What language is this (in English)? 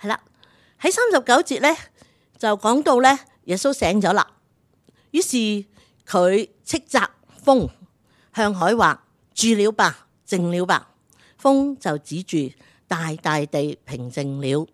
Cantonese